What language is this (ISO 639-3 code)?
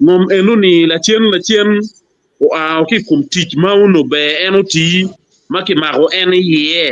ach